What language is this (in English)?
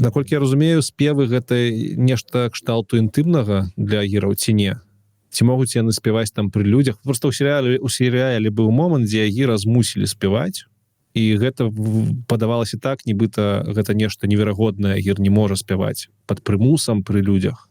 Belarusian